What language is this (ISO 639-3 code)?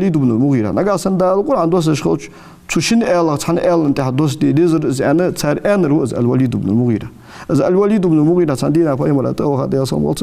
inh